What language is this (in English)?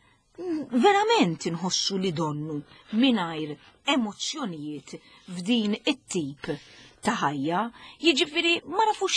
Maltese